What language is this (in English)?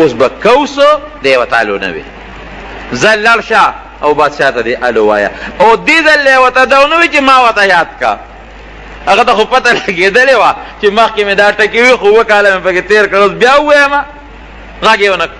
Pashto